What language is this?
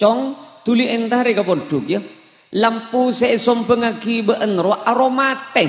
Madurese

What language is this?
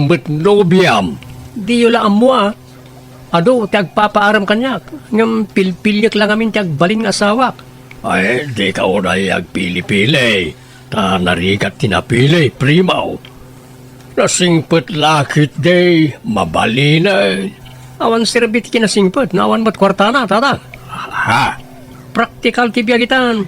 Iloko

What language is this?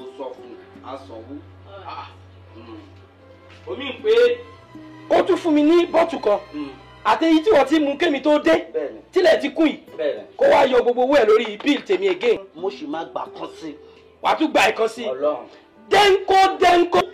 Yoruba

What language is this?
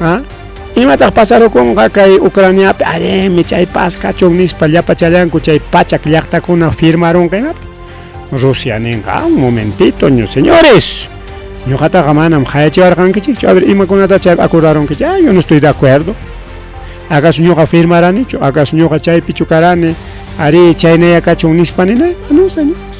Ayacucho Quechua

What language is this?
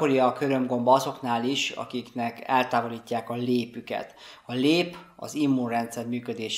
Hungarian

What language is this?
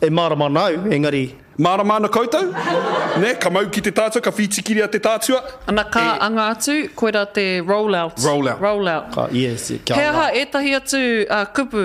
Māori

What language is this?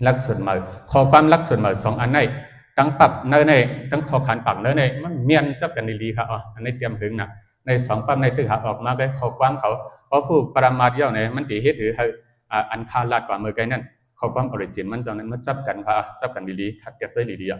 Shan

